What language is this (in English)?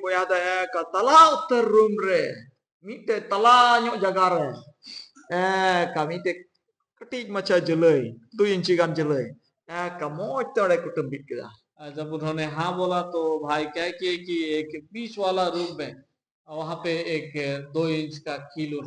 Santali